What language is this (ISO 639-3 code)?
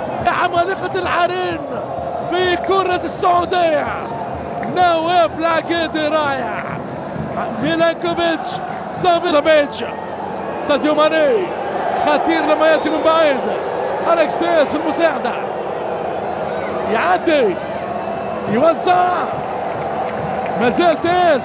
ara